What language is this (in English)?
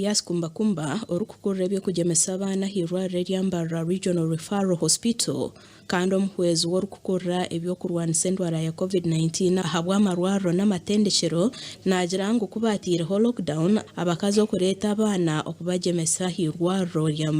Nyankole